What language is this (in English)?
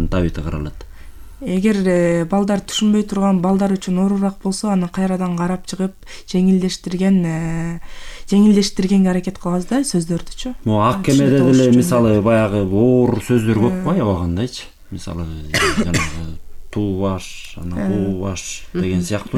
Kyrgyz